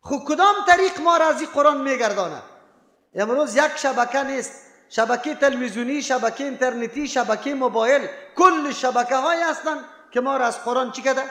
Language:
Persian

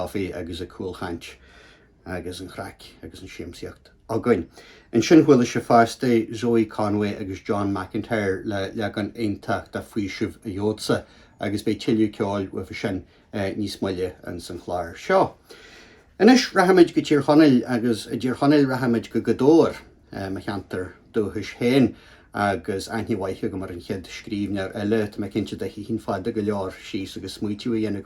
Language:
Irish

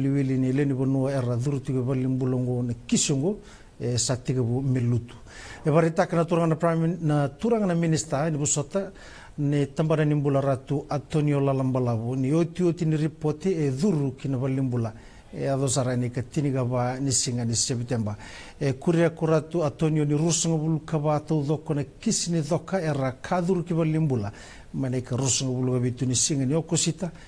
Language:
Fijian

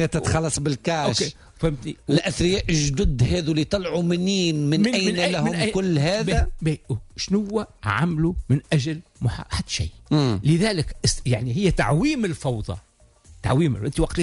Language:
Tunisian Arabic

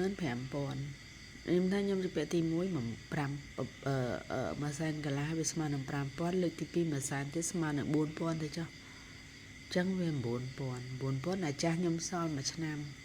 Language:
Khmer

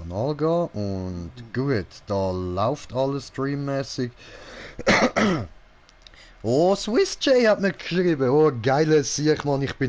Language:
Swiss German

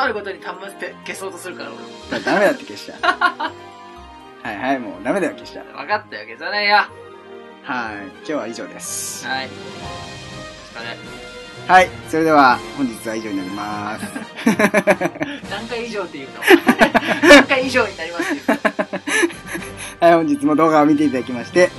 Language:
Japanese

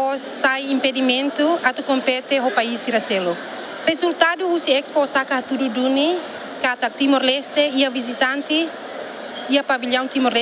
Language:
Tetum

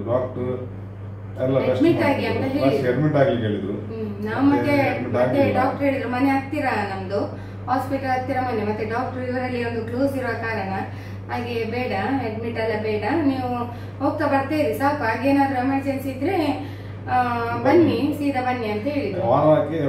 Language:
Kannada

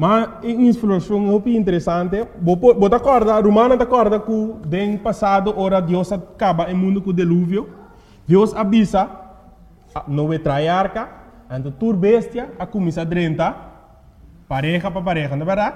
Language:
Papiamento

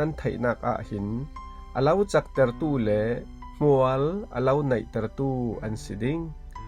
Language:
Falam Chin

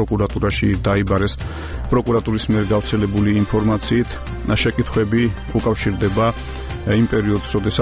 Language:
Georgian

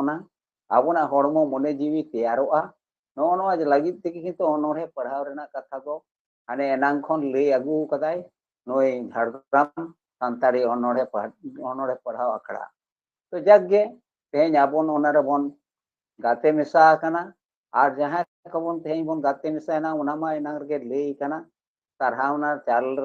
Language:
Santali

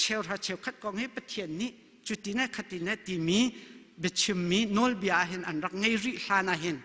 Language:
Hakha Chin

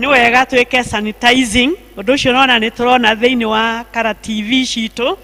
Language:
Kikuyu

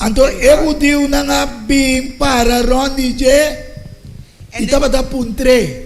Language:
Papiamento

